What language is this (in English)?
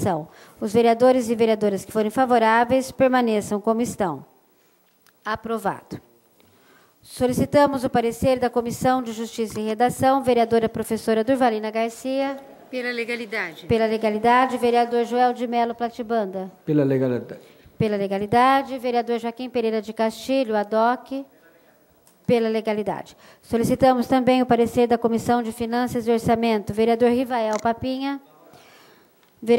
Portuguese